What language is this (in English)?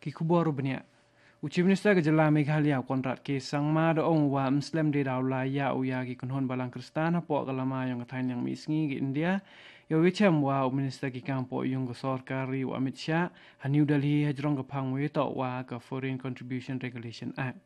Khasi